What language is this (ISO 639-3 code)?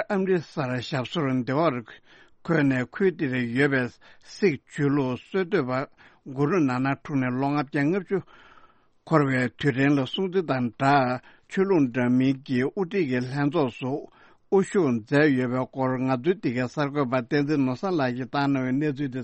bod